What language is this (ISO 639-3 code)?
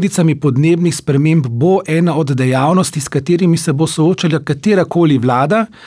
slv